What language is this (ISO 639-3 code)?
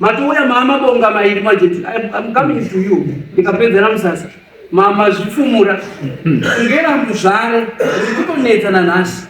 sna